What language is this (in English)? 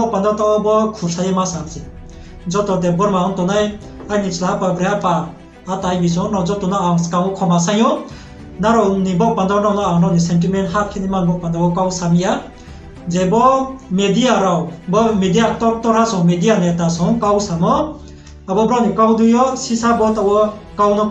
Riang (India)